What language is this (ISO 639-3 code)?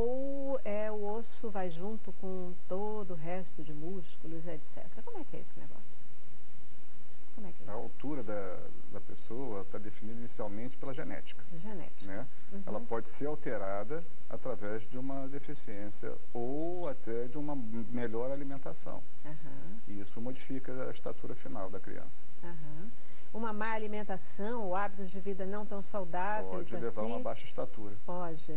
por